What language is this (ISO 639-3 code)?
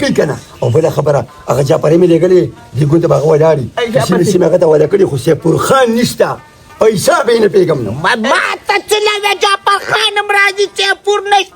pus